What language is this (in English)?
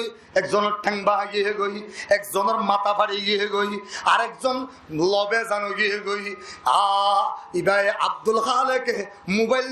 Rohingya